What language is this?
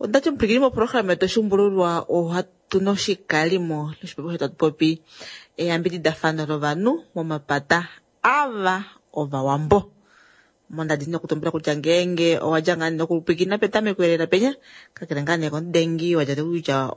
Kuanyama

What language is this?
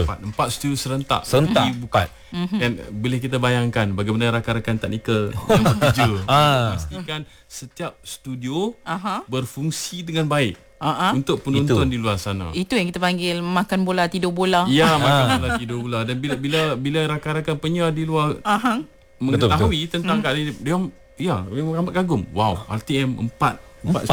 Malay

